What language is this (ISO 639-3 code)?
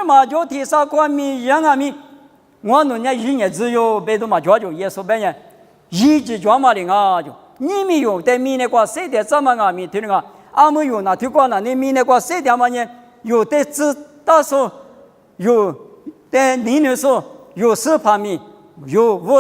lis